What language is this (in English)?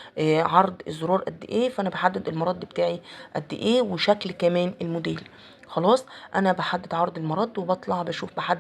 Egyptian Arabic